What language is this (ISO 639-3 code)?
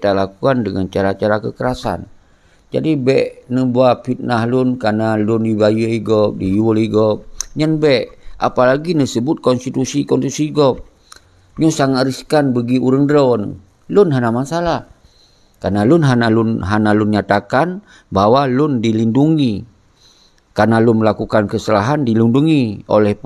ace